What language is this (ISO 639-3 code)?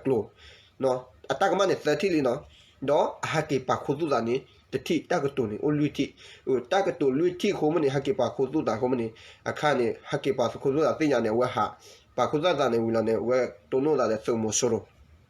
ksw